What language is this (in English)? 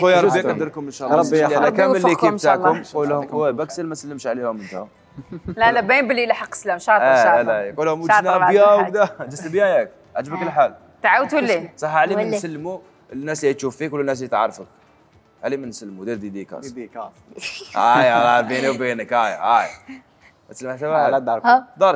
Algerian Arabic